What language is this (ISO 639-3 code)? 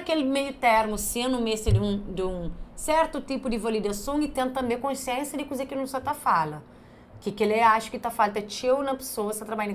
kea